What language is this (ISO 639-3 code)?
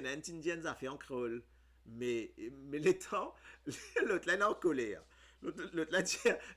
mfe